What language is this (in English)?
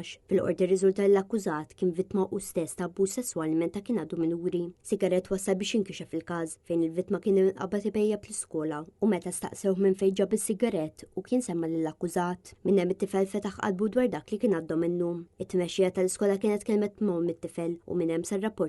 Maltese